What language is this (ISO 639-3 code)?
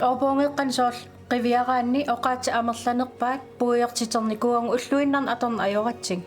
kal